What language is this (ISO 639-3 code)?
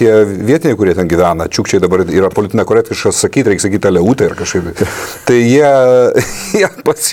lit